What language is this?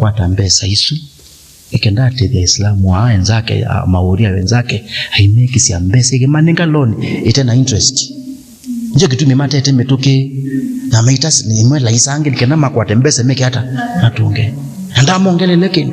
Kamba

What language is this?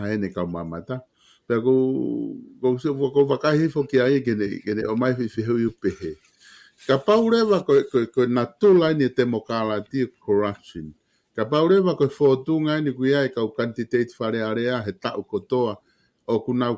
Tongan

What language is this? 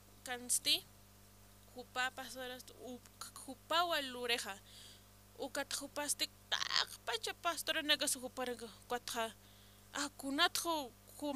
Aymara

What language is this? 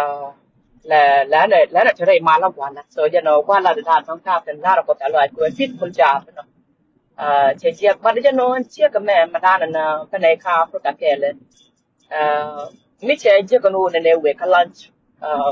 Nuer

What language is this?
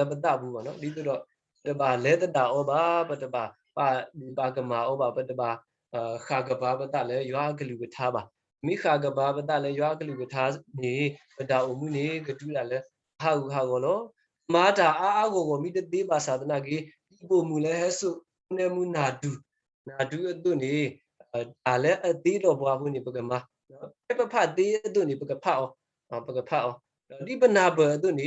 S'gaw Karen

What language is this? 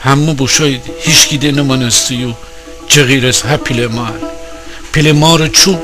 Gilaki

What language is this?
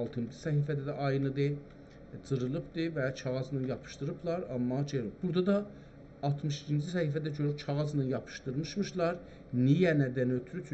South Azerbaijani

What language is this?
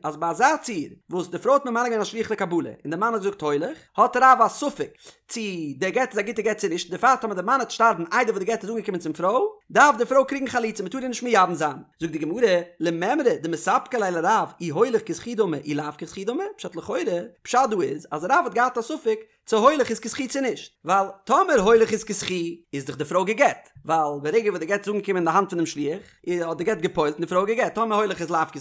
Yiddish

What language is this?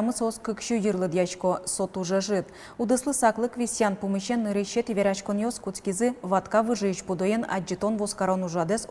Udmurt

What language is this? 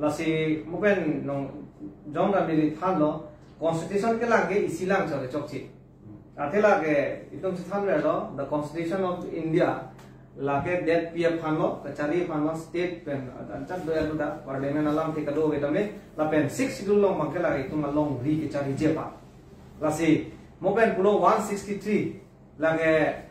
Karbi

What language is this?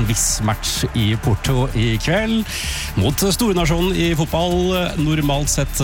Norwegian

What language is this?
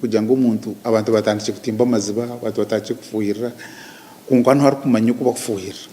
Nyankole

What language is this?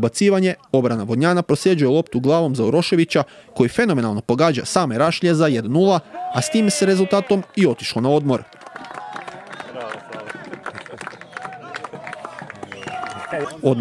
Croatian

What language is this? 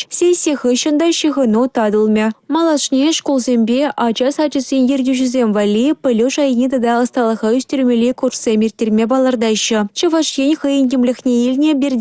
Chuvash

